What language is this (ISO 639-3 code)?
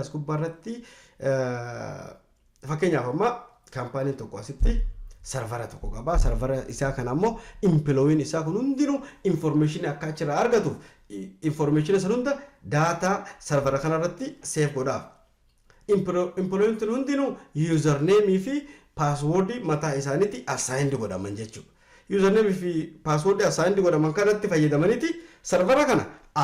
orm